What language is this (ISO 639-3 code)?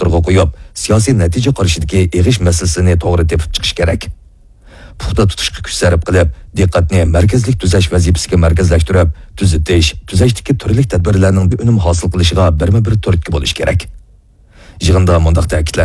uig